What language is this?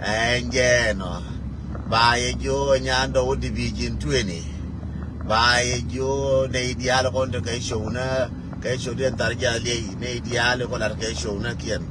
Nuer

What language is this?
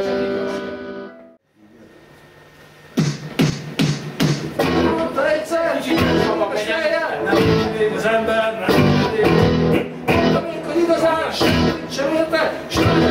Hungarian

